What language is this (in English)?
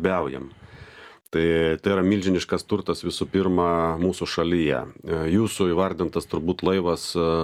Lithuanian